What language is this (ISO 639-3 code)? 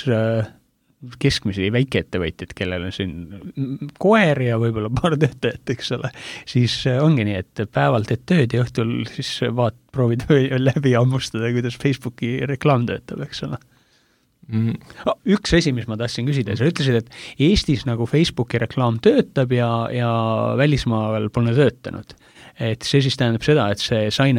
est